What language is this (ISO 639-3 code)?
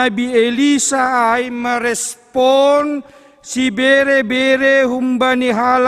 bts